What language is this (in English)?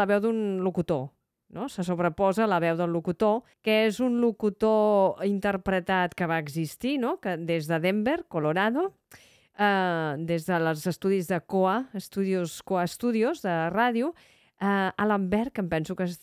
Catalan